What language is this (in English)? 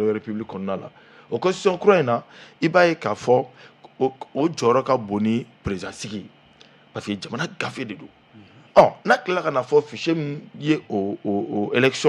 Bambara